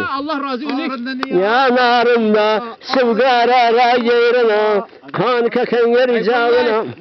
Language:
Zaza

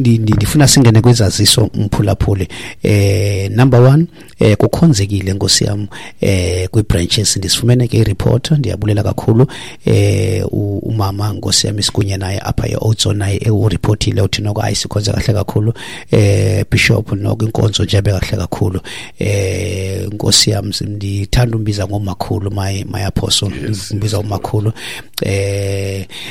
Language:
Xhosa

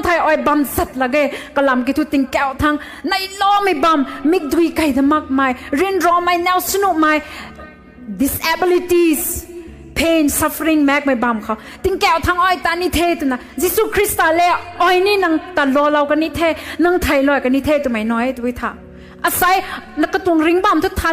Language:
Rongmei Naga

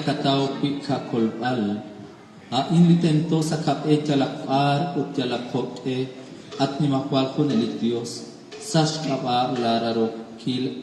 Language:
Kekchí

